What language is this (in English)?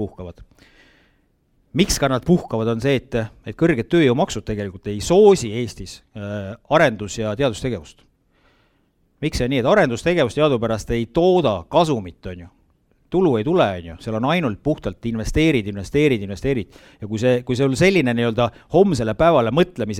Estonian